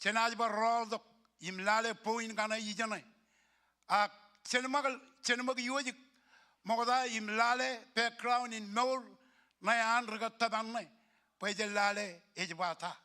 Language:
Marshallese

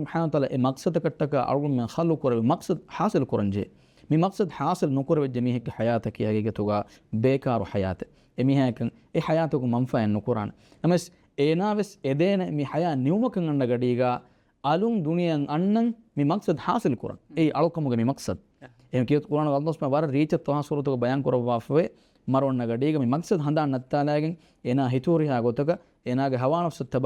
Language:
Divehi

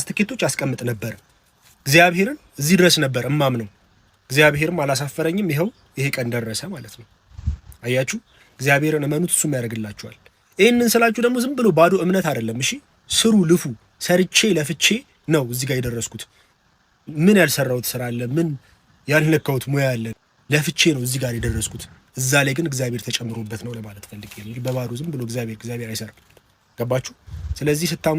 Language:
Amharic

